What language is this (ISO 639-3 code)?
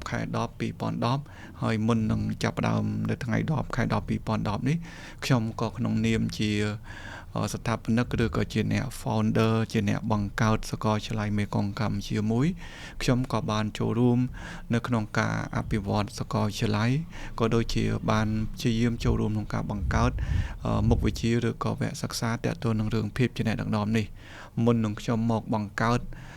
khm